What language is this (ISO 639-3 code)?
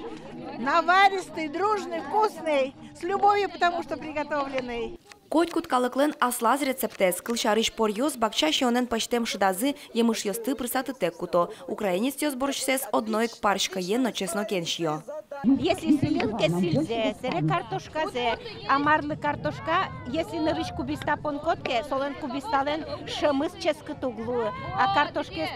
udm